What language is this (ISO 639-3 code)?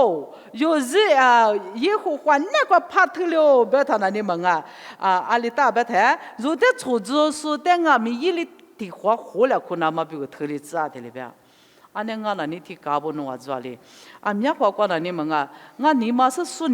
lis